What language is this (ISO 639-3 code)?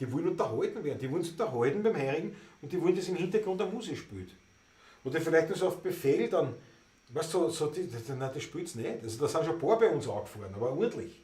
bar